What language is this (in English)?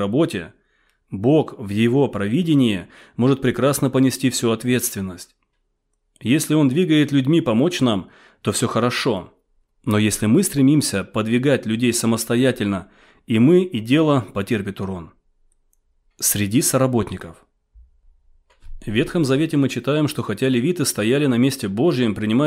Russian